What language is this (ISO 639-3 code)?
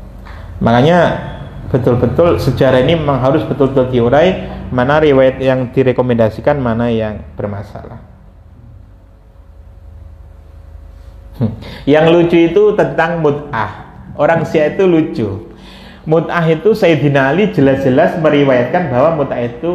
ind